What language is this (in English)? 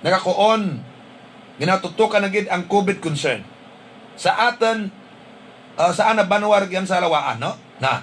Hiligaynon